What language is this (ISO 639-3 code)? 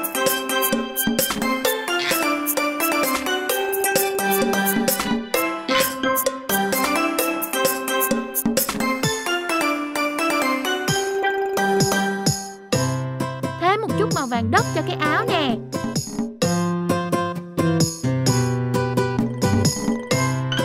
vie